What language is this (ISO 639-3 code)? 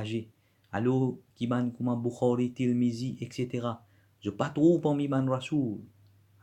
mfe